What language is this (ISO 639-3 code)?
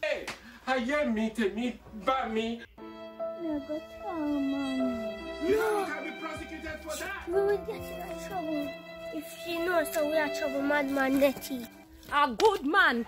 jam